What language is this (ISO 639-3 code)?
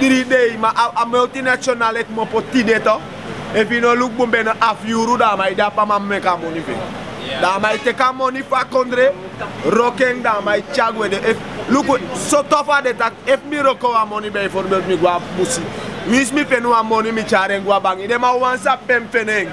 srn